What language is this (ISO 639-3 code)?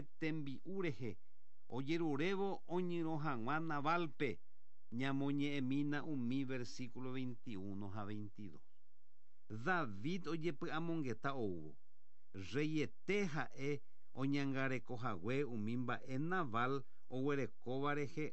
grn